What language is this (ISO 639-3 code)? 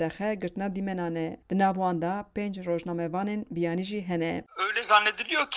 kur